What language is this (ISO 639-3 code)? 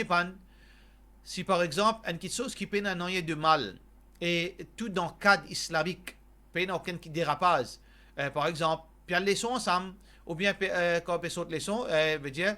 mfe